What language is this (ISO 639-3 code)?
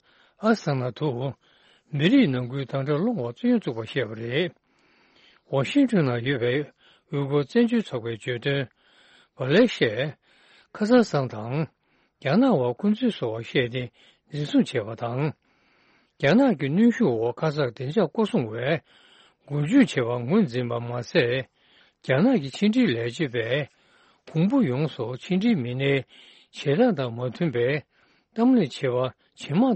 bod